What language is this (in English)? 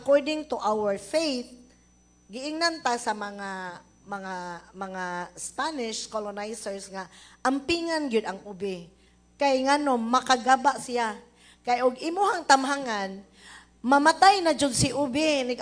Cebuano